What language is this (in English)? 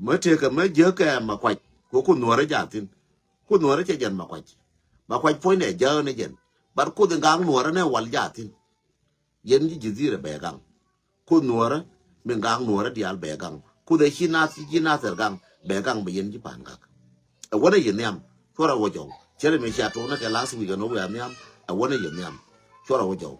Nuer